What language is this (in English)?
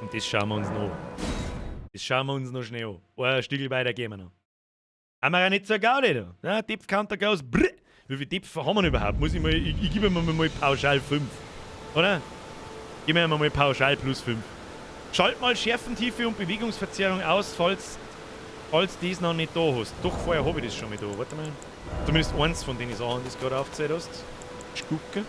Bavarian